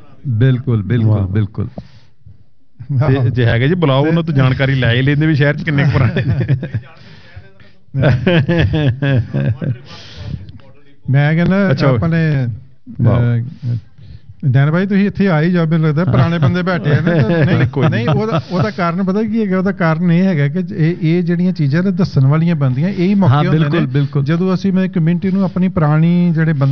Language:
Punjabi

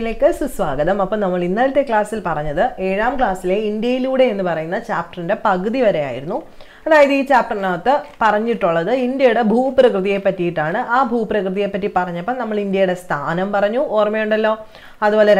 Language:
Malayalam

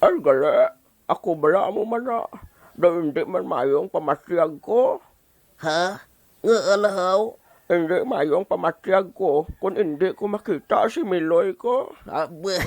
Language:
Hiligaynon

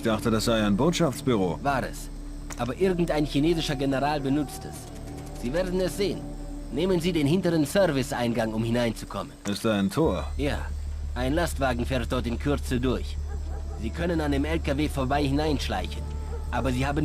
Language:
Bavarian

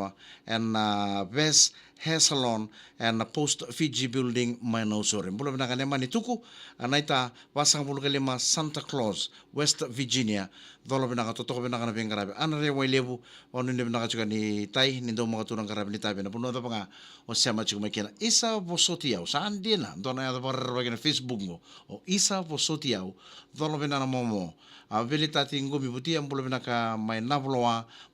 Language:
Fijian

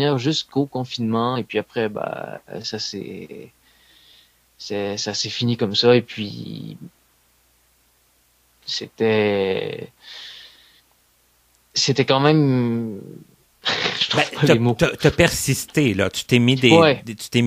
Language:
French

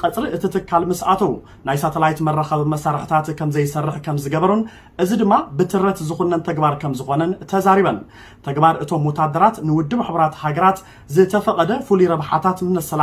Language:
Tigrinya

